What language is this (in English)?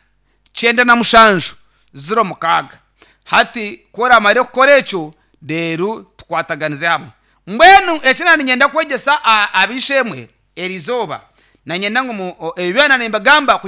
Nyankole